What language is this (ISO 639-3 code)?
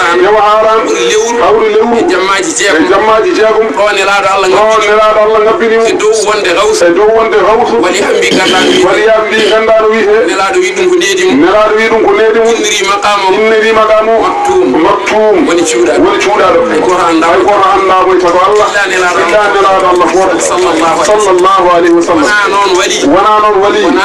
ful